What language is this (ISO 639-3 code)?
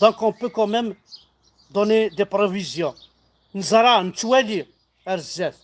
kab